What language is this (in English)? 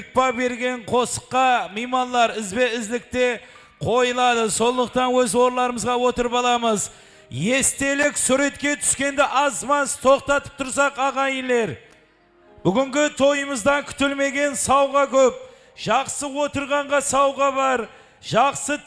Kara-Kalpak